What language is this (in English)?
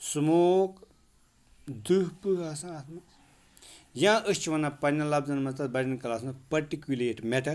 Kashmiri